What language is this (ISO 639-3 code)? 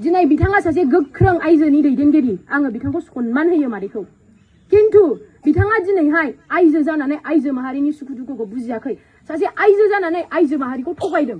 brx